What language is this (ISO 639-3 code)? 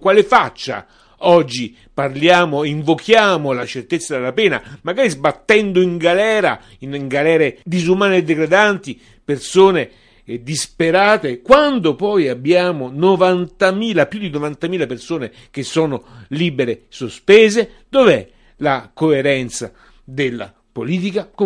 ita